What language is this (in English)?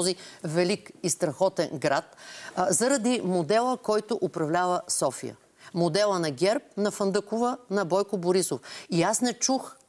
Bulgarian